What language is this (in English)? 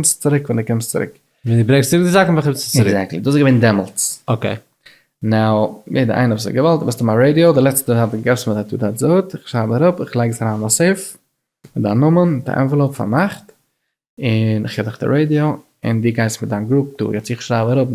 Yiddish